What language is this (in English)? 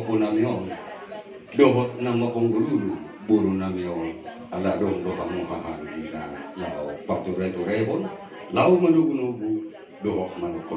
Batak Toba